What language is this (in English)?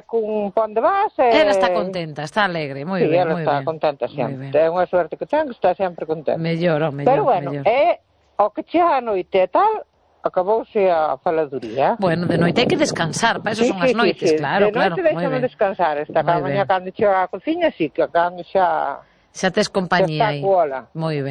Galician